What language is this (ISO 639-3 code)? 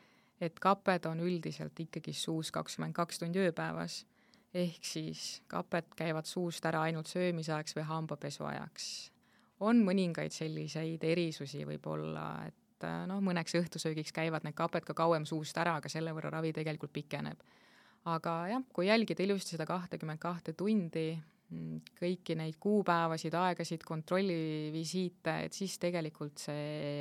est